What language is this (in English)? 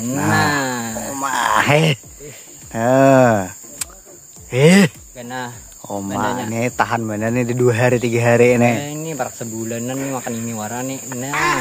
Banjar